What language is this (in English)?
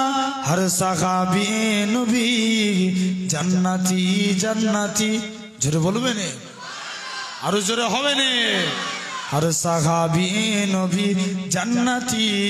Bangla